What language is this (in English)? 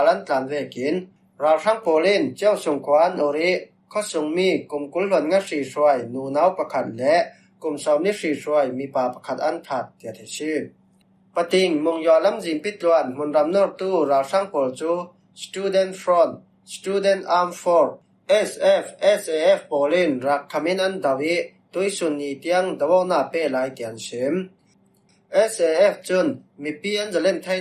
Falam Chin